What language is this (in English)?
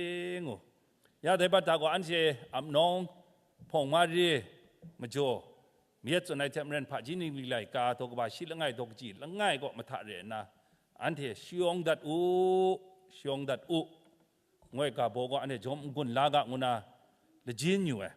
Kachin